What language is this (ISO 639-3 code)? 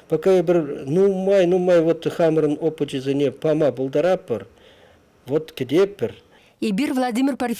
chv